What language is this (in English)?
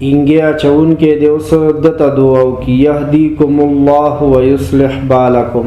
Pashto